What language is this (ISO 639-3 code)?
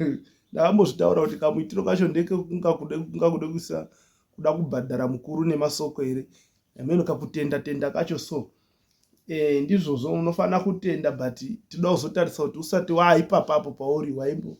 sna